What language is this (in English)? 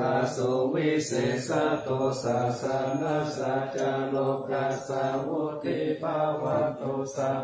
Pali